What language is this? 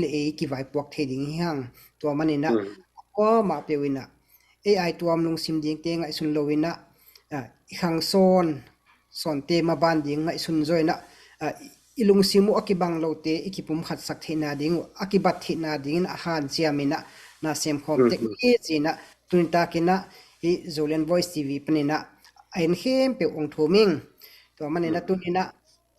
Tedim Chin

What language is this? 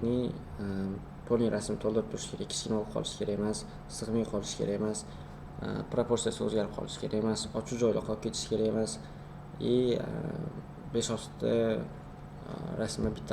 Uzbek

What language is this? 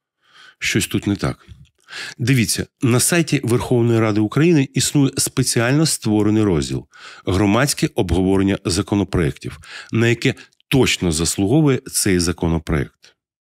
Ukrainian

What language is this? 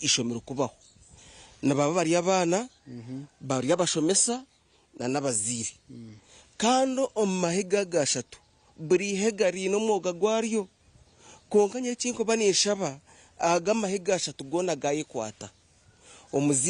Nyankole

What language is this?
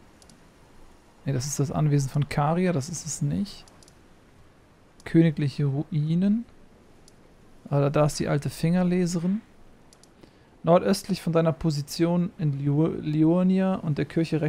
German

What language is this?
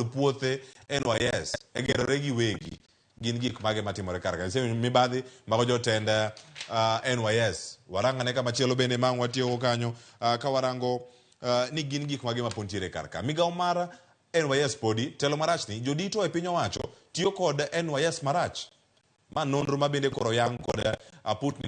Luo (Kenya and Tanzania)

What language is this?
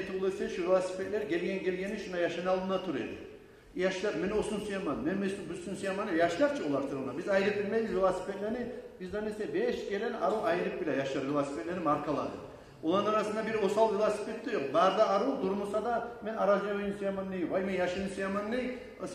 Kumyk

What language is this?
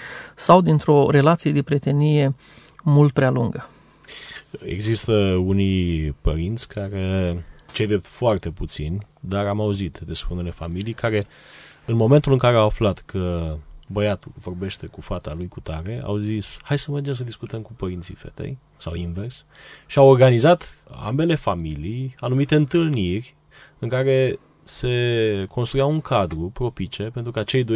Romanian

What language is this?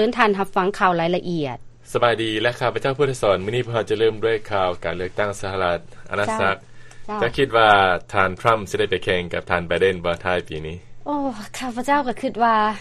Lao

